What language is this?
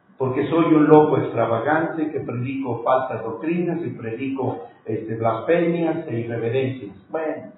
Spanish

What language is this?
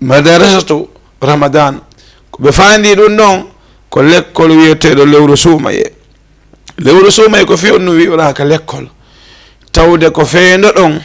Fula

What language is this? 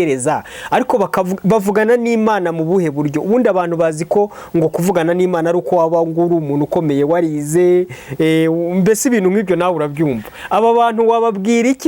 Kinyarwanda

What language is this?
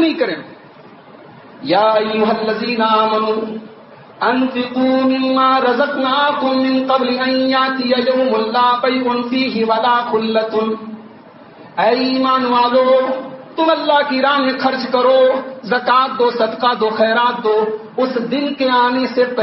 Urdu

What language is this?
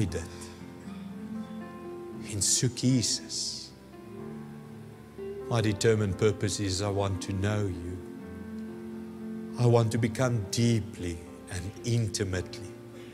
Afrikaans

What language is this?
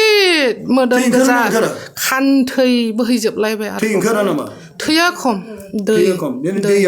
Bodo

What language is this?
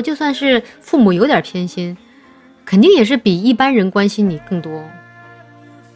Chinese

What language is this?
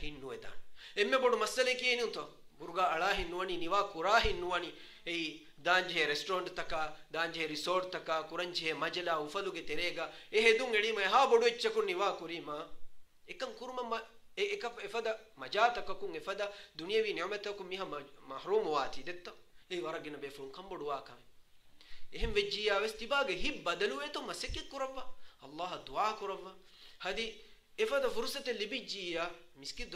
Divehi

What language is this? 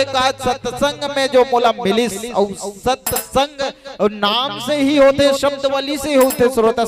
Chhattisgarhi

